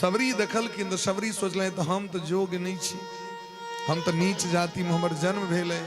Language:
Maithili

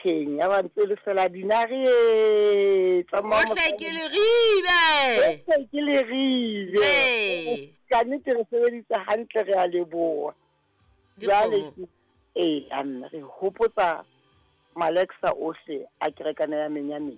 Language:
Southern Sotho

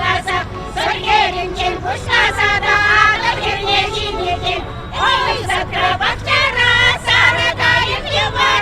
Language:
Chuvash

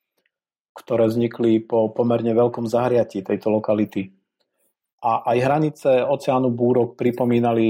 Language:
Slovak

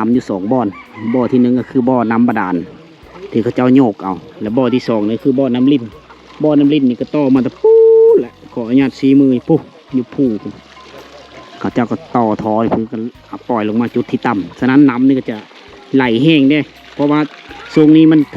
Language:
Lao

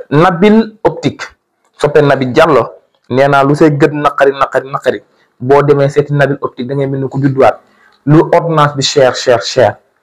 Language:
Wolof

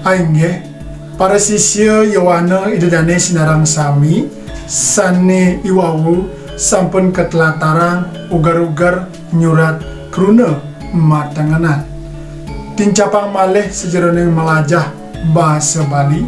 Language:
Balinese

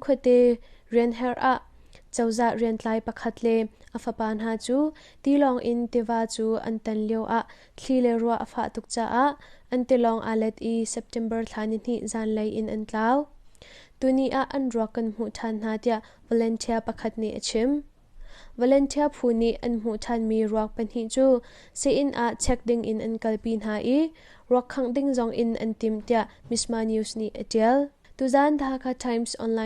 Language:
Hakha Chin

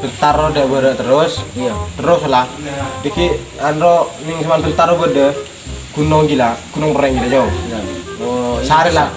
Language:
Madurese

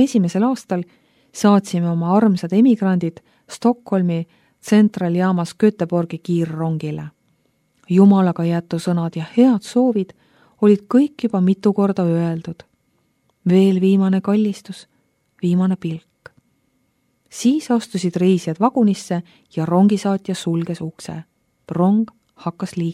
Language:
Estonian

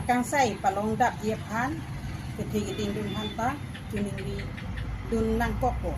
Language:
Karbi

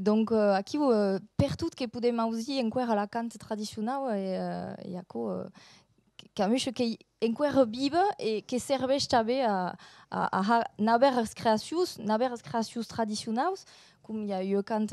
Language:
Occitan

